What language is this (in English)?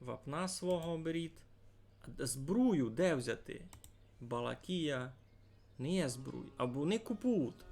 Rusyn